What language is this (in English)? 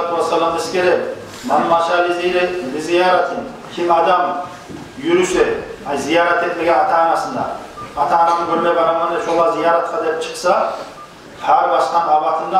Kumyk